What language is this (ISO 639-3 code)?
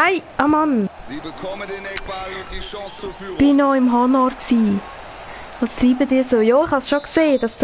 gsw